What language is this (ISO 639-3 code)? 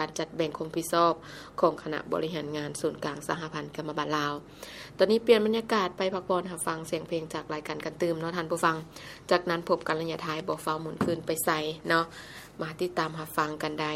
lao